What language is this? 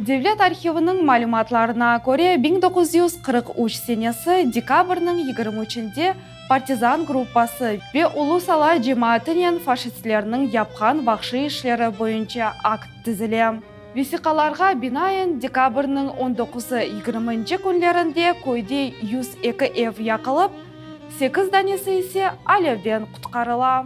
Crimean Tatar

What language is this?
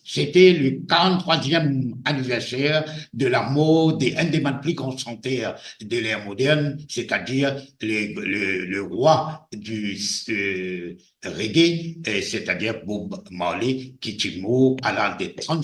Morisyen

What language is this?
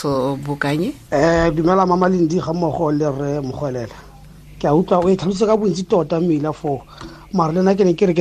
Tswana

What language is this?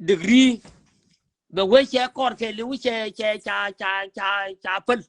Nuer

